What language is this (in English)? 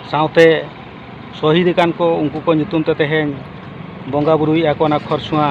Santali